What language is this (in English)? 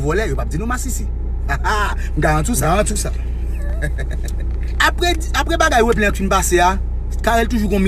Haitian Creole